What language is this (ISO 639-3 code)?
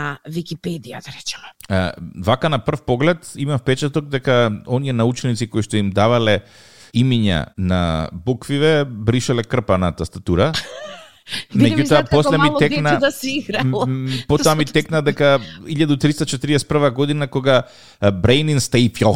mkd